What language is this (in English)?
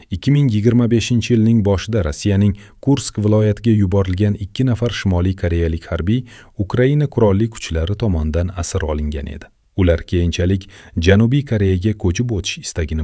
Uzbek